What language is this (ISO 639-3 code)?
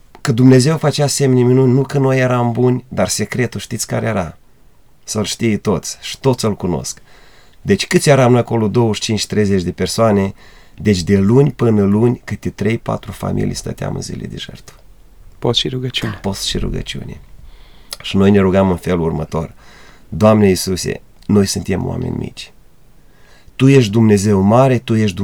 ron